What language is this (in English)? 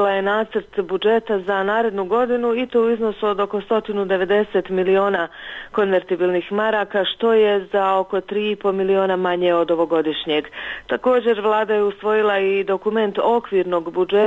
Bosnian